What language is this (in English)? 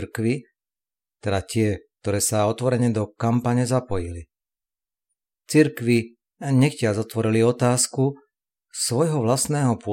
Slovak